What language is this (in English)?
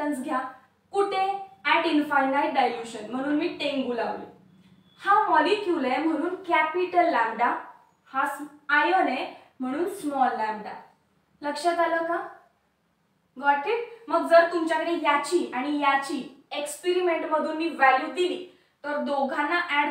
Marathi